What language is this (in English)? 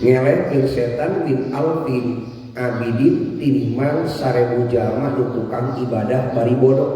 Sundanese